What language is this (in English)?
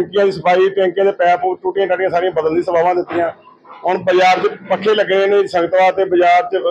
Punjabi